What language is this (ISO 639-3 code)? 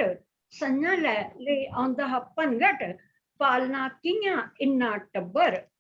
doi